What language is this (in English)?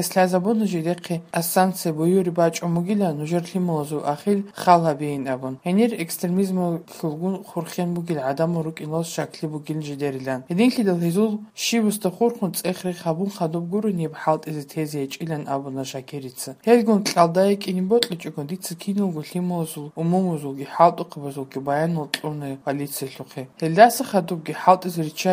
Avaric